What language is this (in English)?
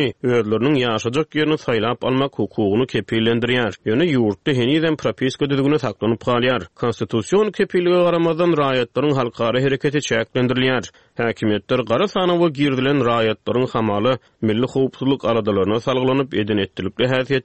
Turkmen